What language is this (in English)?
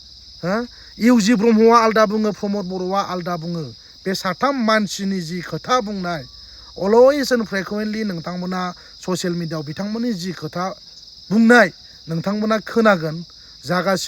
Bodo